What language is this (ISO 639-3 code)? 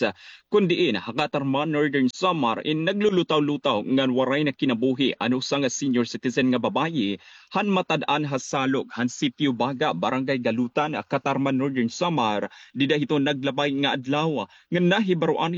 war